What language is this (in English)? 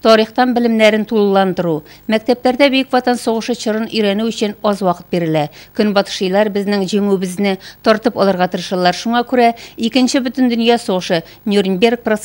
Tatar